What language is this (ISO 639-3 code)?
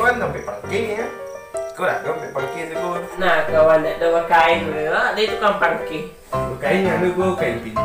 min